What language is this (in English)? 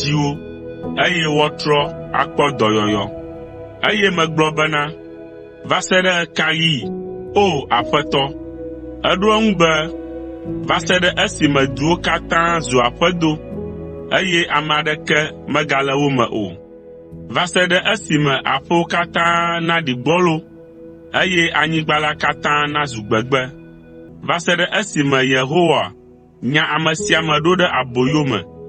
Ewe